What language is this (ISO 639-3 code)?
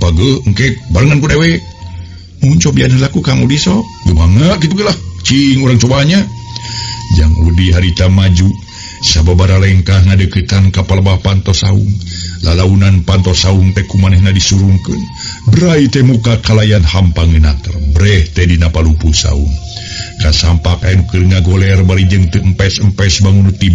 sun